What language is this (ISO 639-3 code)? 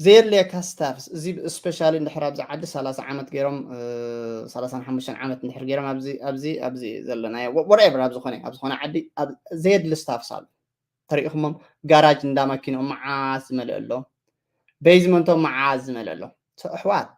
tir